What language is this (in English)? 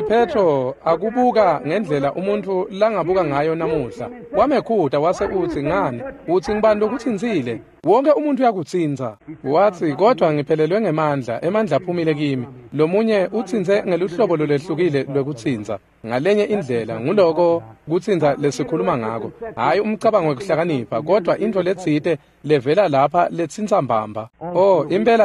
Swati